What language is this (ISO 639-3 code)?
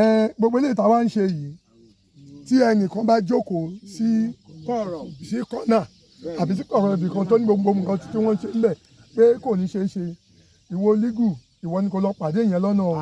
yor